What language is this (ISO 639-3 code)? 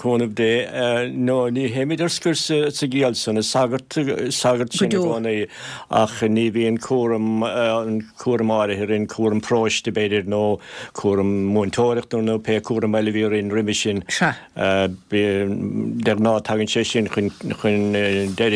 gle